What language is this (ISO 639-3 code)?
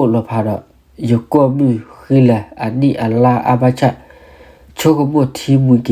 ksw